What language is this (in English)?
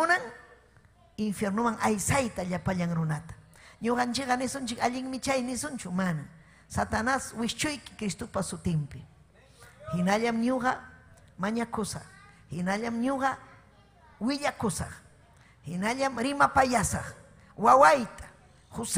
Ayacucho Quechua